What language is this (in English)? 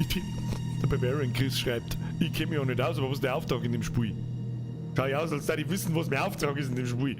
Bavarian